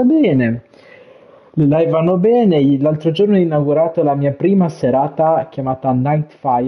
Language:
Italian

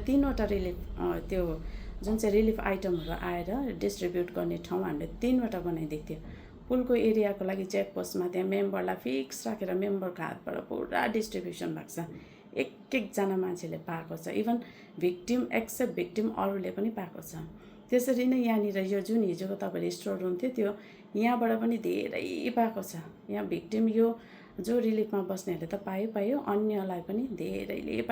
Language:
Nepali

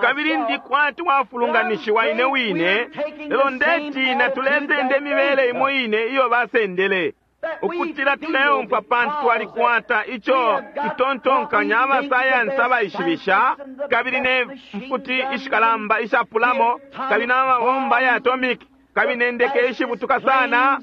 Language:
Bemba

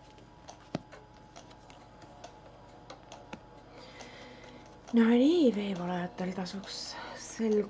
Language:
Estonian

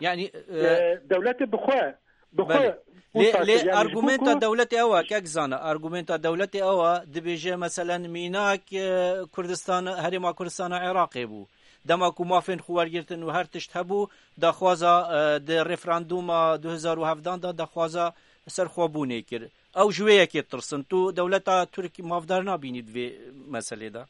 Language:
Kurdish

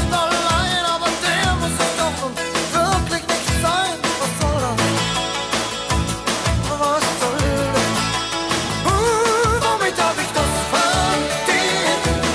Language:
German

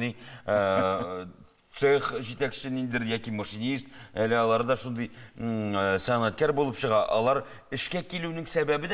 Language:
Tatar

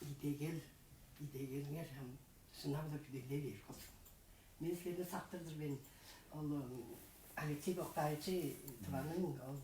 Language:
Tuvinian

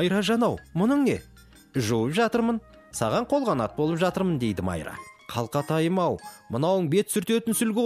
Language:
Kazakh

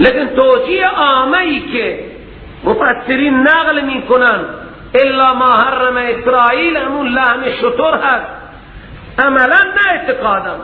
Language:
Persian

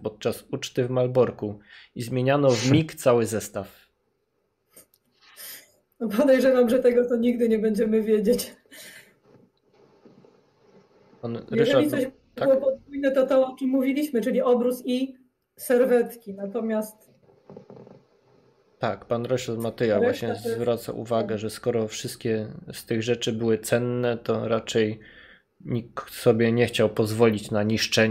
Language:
Polish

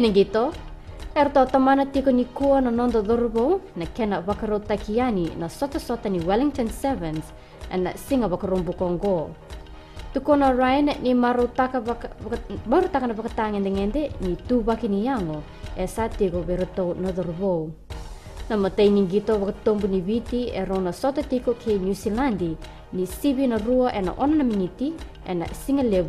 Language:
Fijian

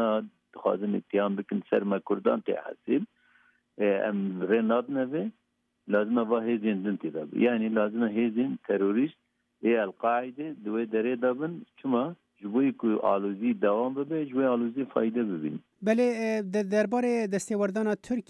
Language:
Kurdish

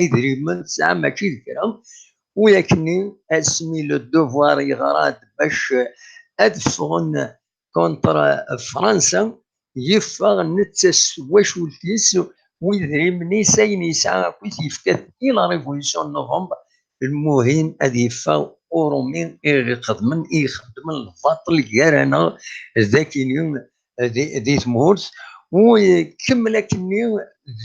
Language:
Kabyle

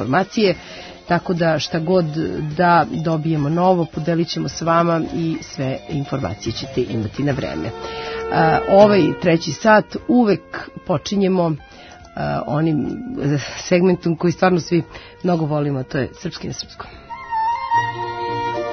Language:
Serbian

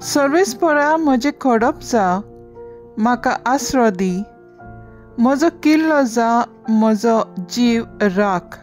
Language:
Konkani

